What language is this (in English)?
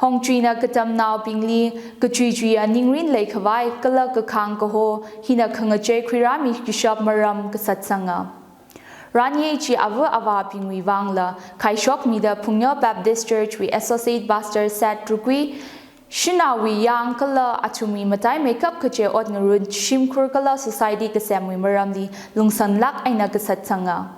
Tangkhul Naga (India)